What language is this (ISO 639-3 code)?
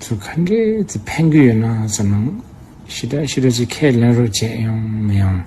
bod